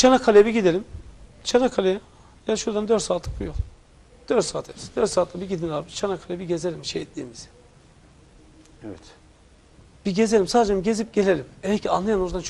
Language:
Turkish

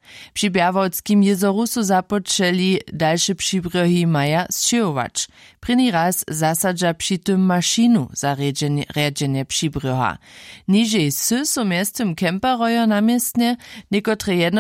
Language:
Upper Sorbian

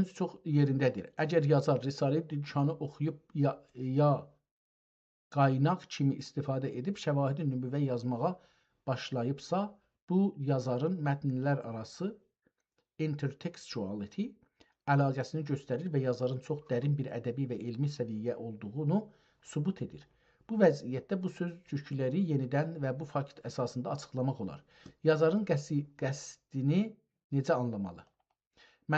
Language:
South Azerbaijani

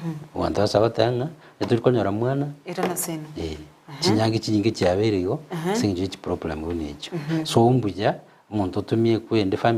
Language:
Gusii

